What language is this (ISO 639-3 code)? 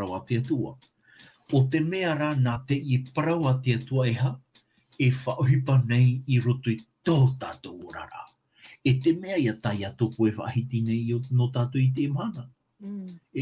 tah